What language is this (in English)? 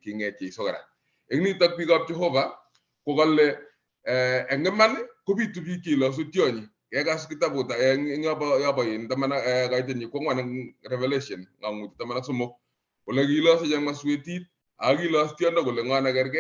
Kalenjin